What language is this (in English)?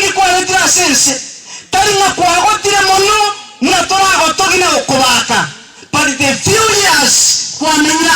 Gusii